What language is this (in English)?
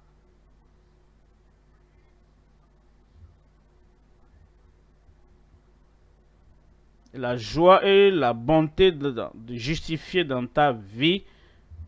French